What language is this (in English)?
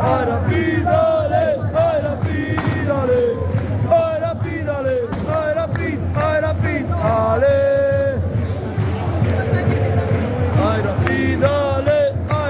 Romanian